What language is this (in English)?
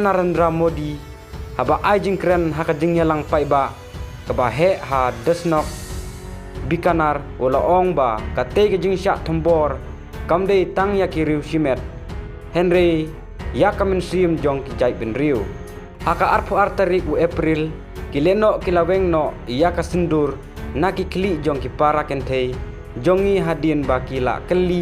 Khasi